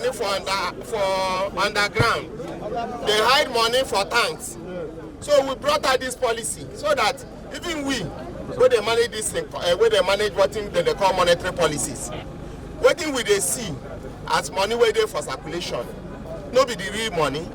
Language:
Nigerian Pidgin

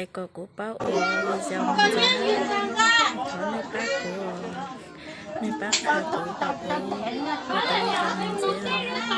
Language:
Hmong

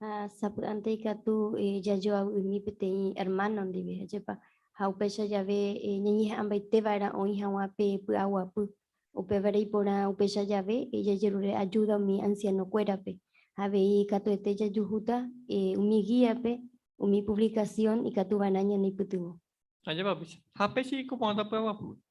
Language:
Guarani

